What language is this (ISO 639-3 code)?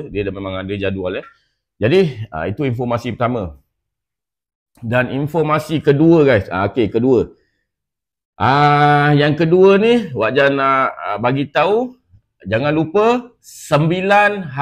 msa